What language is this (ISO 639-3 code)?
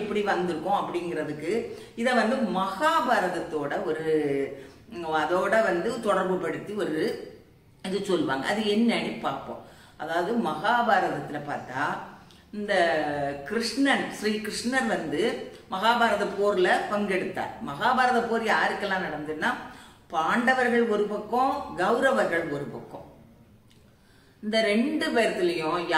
tam